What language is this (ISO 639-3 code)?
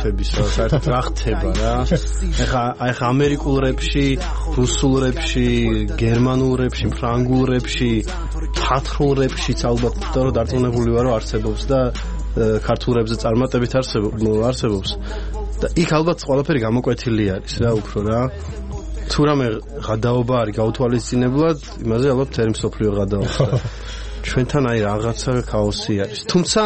kat